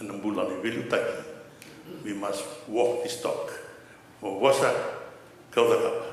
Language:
Fijian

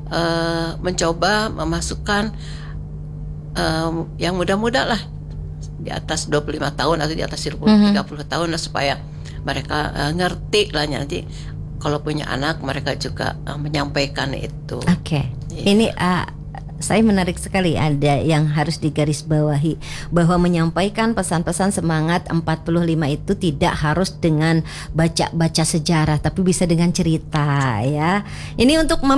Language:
Indonesian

